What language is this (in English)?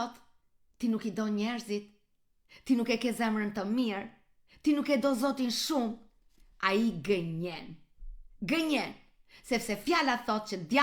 Albanian